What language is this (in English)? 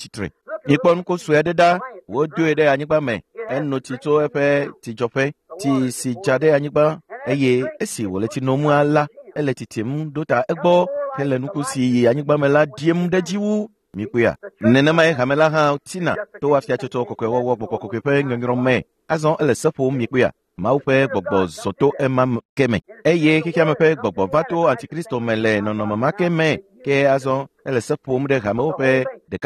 Ewe